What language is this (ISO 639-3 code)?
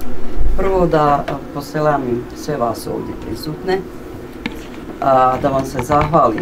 bos